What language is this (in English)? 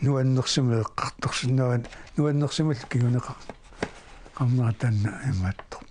Kalaallisut